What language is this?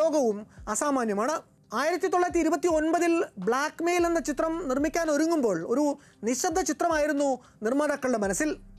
Malayalam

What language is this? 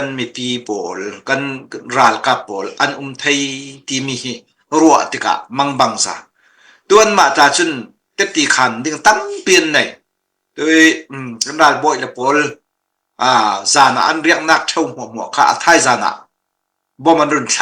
Falam Chin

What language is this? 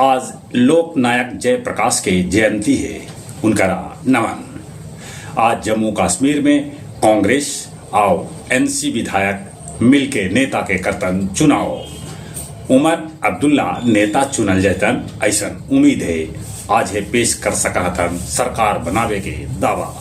Magahi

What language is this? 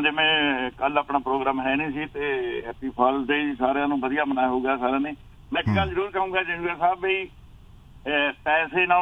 Punjabi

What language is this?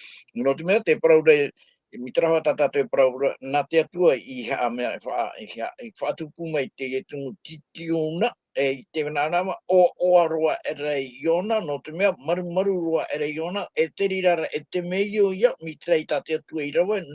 Tahitian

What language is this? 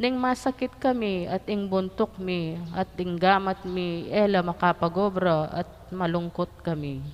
Pampanga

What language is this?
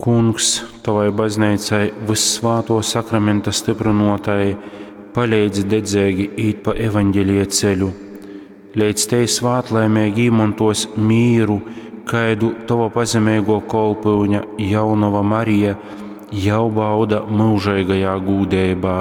Latgalian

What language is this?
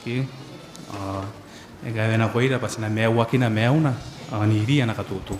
Gilbertese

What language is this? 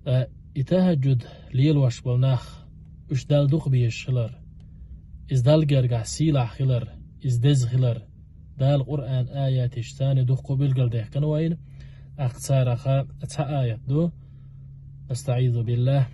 Chechen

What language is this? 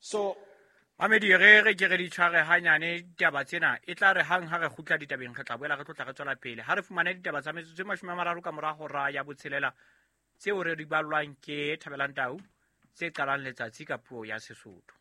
Southern Sotho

